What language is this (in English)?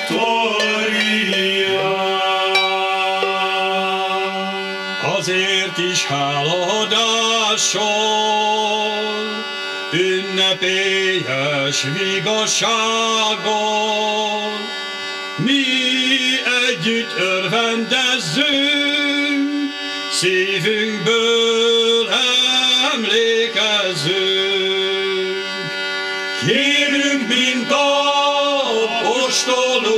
Hungarian